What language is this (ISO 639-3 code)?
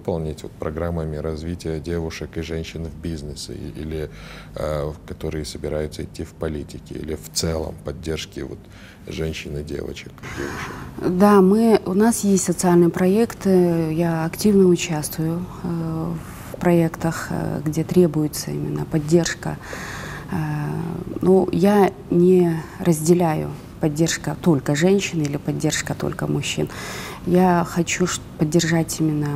rus